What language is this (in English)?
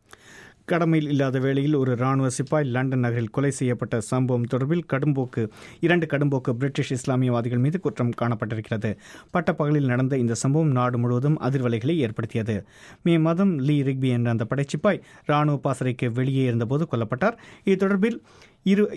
Tamil